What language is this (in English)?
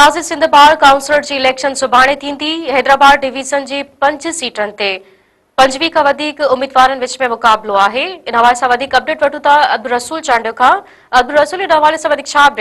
Sindhi